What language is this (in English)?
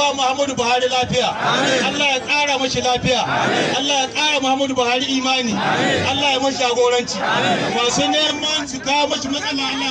Hausa